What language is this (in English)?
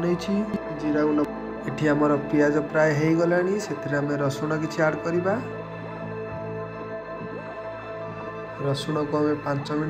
Odia